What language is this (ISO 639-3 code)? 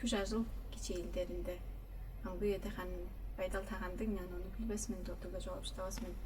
tyv